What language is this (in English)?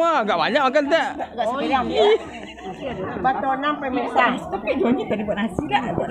Minangkabau